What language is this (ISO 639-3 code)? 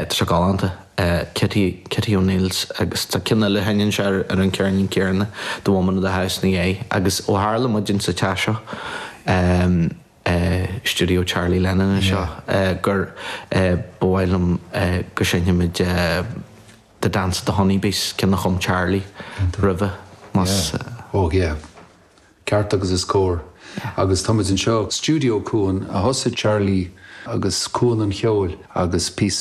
gle